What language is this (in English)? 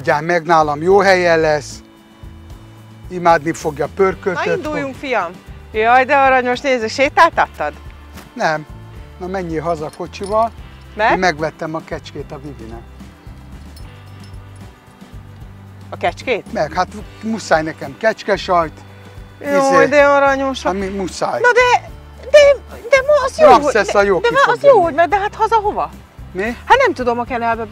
Hungarian